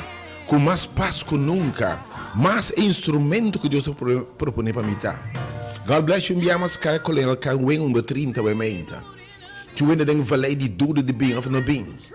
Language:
Papiamento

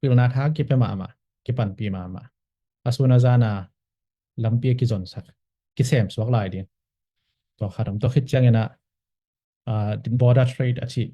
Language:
Tedim Chin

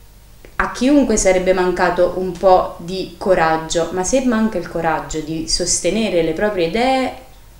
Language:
Italian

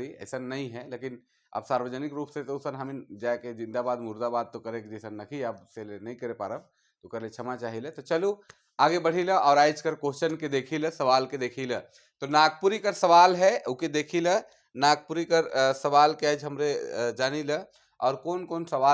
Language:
Sadri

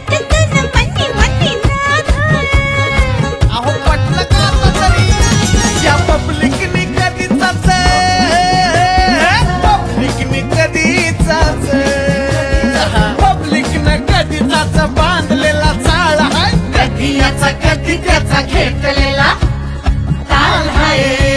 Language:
Marathi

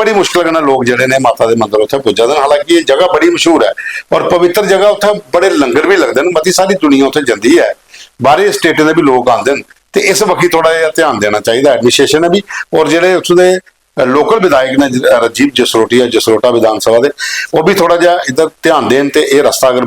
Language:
Dogri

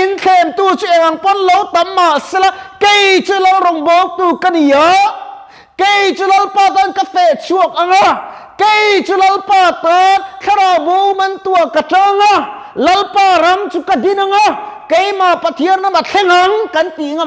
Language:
Mizo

